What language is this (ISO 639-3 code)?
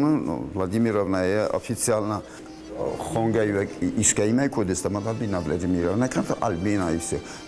oss